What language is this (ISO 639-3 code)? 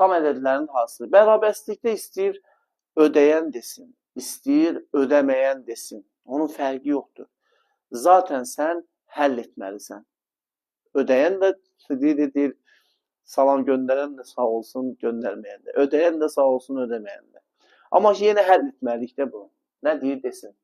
aze